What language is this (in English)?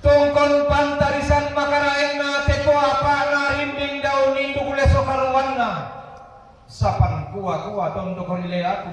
Toraja-Sa'dan